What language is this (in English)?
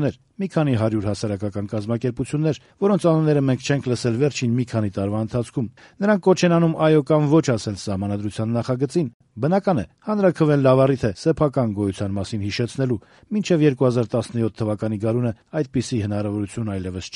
Armenian